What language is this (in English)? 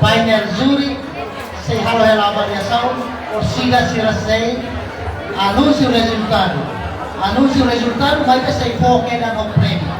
Tetum